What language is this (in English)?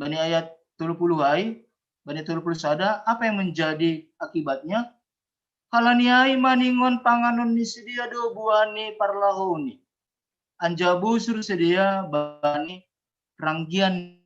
Batak Simalungun